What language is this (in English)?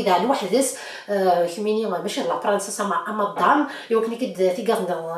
Kabyle